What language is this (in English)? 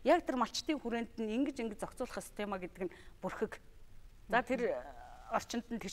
Mongolian